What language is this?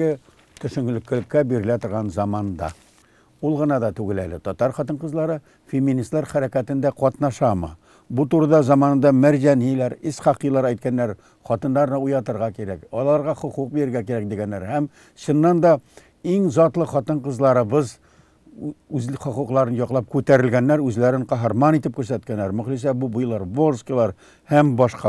Tatar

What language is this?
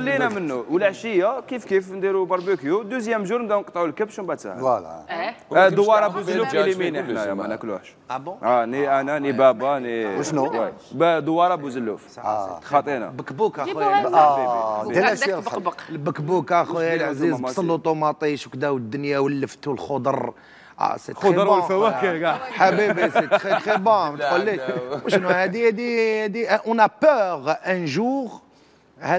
Algerian Arabic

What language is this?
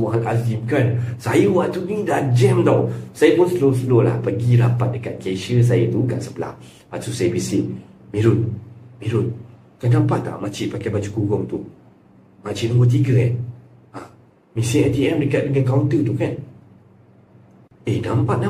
Malay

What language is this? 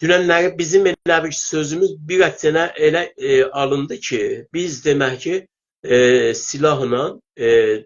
South Azerbaijani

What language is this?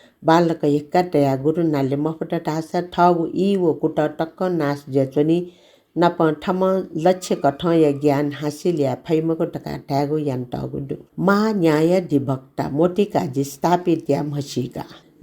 Newari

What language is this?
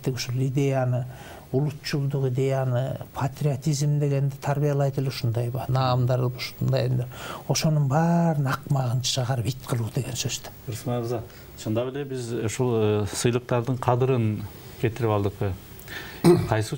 Kyrgyz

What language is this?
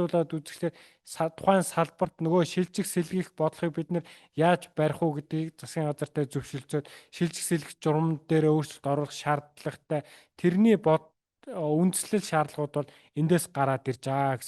Mongolian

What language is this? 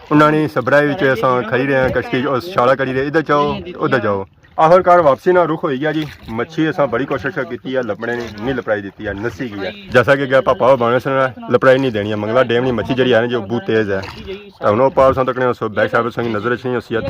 Pahari-Potwari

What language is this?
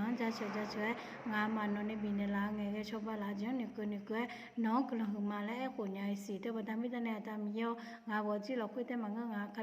Akha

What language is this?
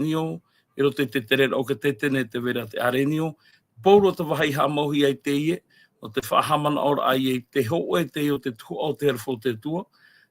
Tahitian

